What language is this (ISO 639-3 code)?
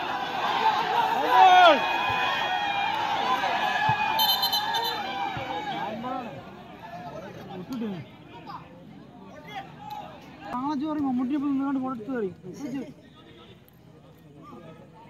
mal